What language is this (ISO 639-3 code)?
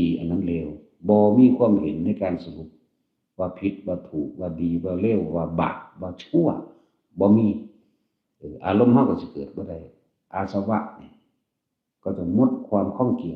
tts